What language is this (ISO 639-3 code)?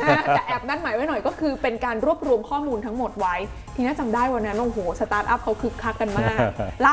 tha